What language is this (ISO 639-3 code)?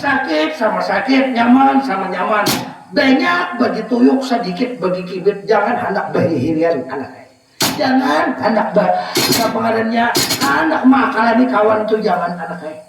bjn